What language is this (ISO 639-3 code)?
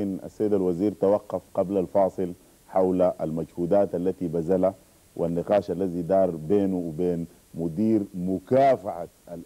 ara